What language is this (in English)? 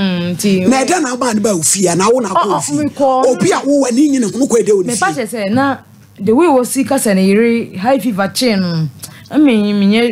Akan